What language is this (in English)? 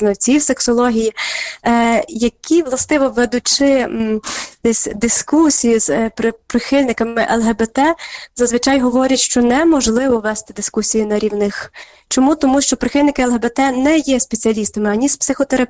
Ukrainian